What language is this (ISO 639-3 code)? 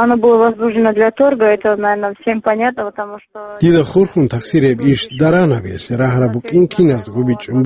ava